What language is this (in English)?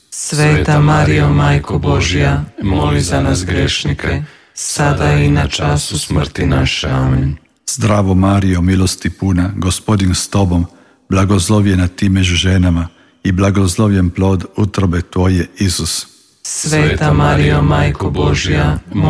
Croatian